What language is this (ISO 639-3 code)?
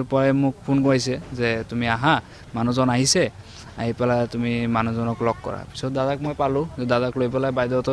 asm